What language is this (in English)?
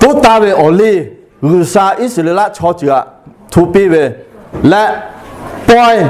Lahu